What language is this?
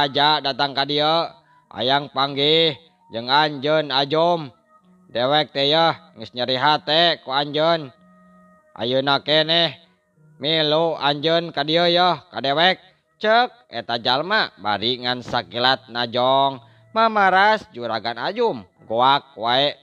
Sundanese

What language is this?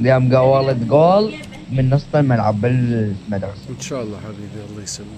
Mesopotamian Arabic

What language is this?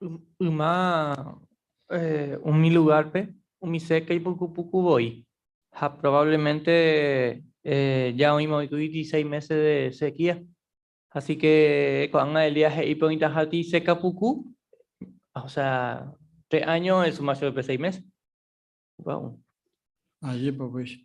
Guarani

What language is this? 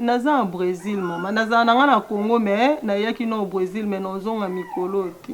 Lingala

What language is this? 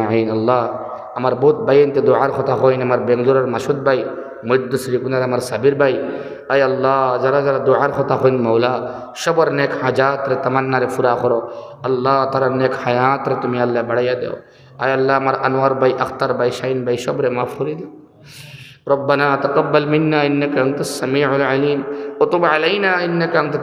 Sylheti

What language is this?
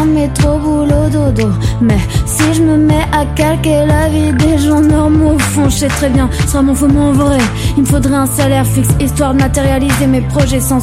French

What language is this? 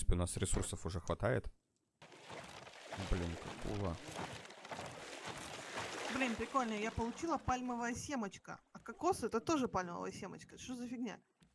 Russian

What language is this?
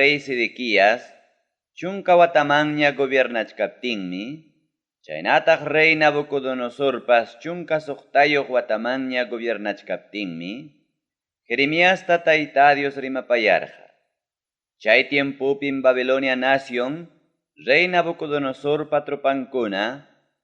Ayacucho Quechua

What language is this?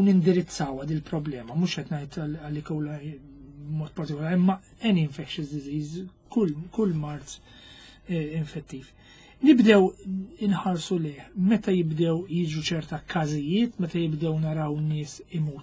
Maltese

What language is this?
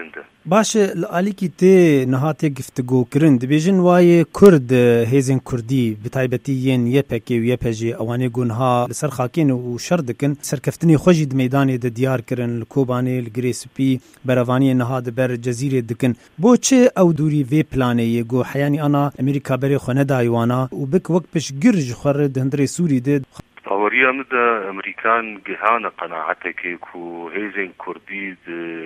Kurdish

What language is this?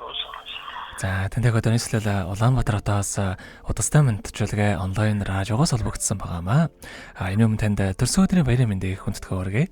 Mongolian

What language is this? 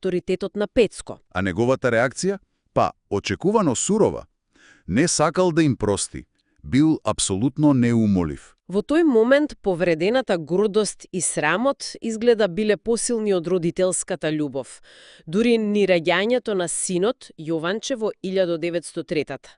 Macedonian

